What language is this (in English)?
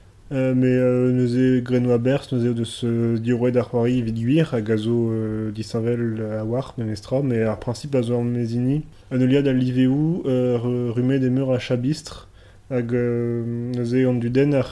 Breton